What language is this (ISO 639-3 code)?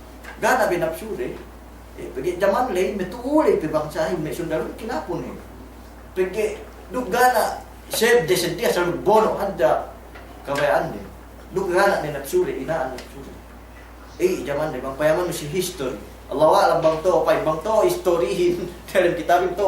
yka